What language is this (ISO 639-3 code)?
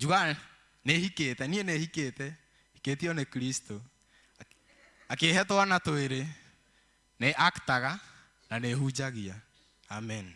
kik